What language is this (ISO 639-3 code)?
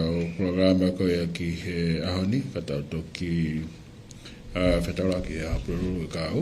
ton